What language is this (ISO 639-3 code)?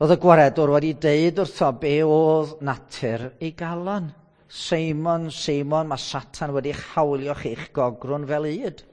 cym